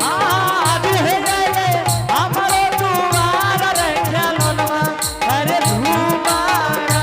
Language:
Angika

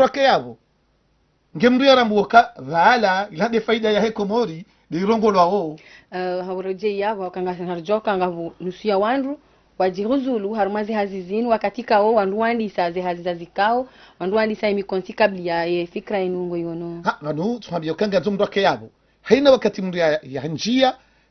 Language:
Ngazidja Comorian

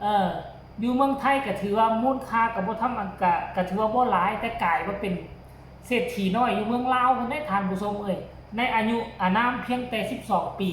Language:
Lao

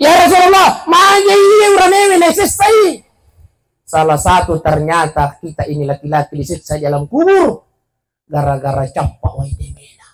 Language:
Buginese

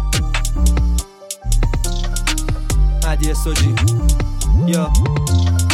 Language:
Persian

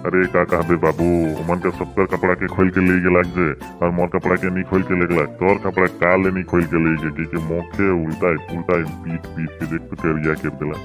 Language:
Sadri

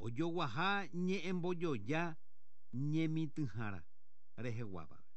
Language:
Guarani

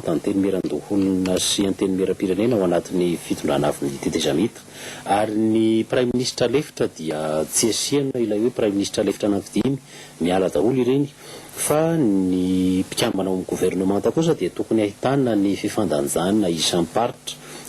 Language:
Malagasy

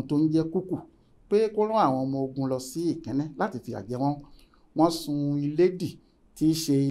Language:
Yoruba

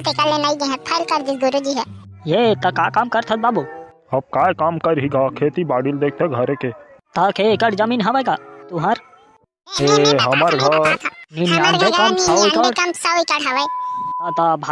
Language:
Chhattisgarhi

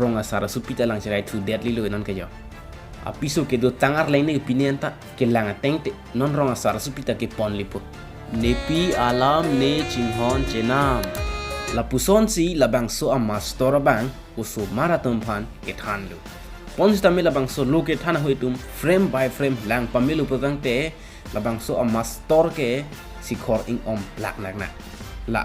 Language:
Karbi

